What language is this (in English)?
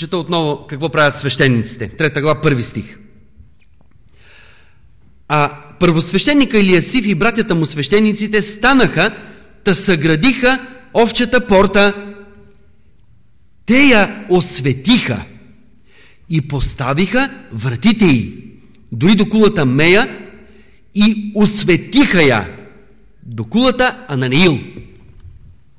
Bulgarian